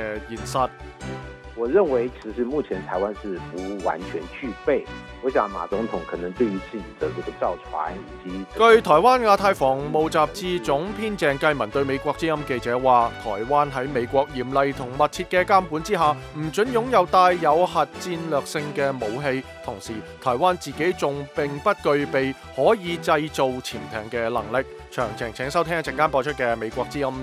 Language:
Cantonese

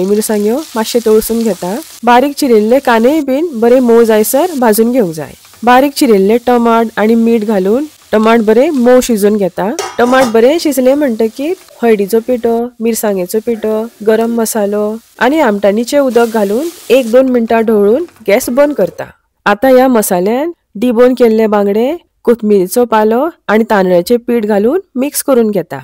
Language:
Konkani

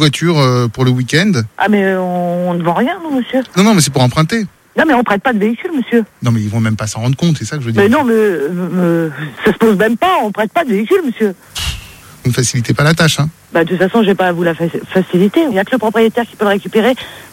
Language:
French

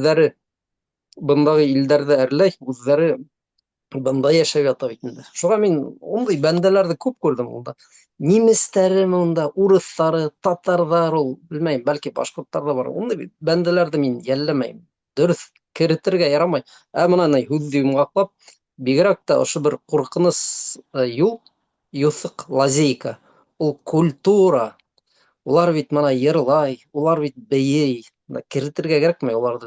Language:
Bashkir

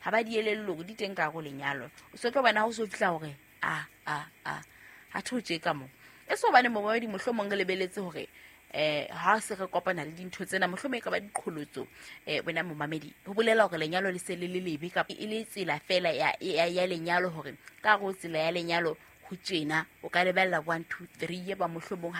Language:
Southern Sotho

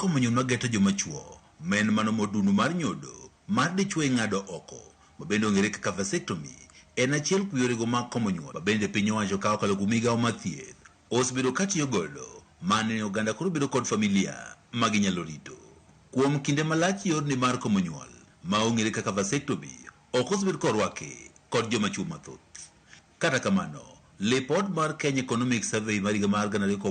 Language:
Luo (Kenya and Tanzania)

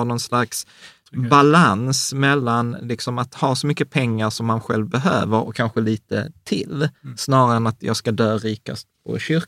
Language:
Swedish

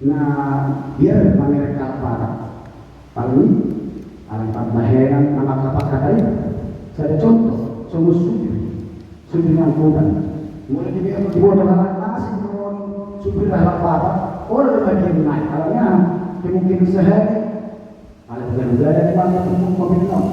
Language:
Batak Toba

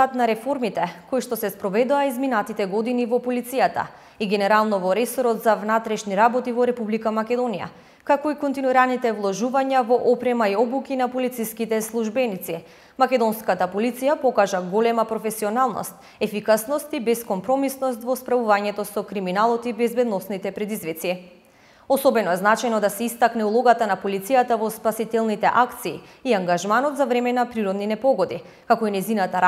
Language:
Macedonian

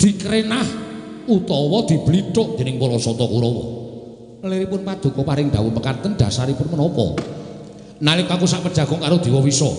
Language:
Javanese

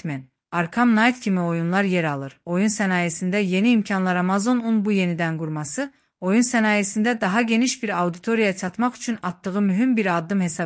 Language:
Azerbaijani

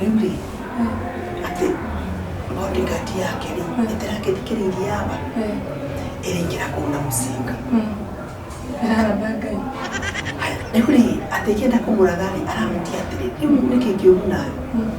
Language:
Kikuyu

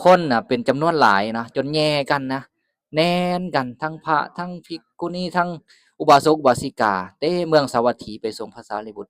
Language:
Lao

